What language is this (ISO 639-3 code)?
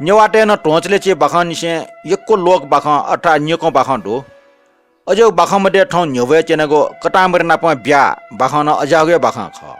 new